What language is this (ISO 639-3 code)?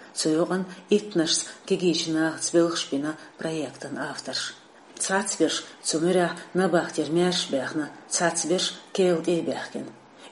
che